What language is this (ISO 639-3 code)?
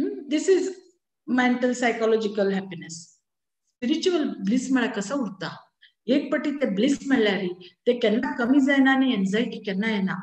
kok